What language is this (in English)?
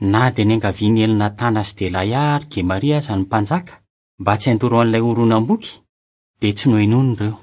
Malagasy